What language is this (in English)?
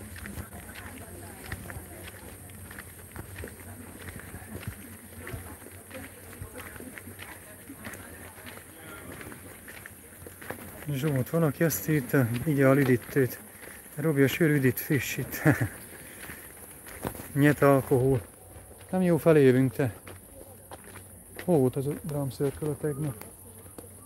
Hungarian